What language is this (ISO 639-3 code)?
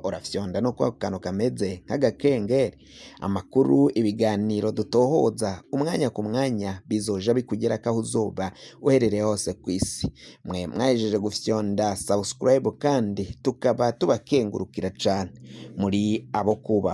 run